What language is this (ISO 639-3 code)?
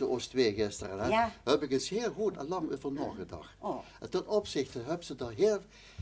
lim